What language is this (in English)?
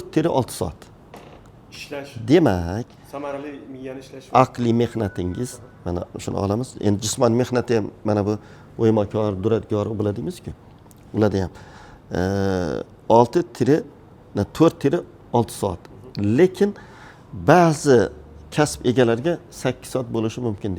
Uzbek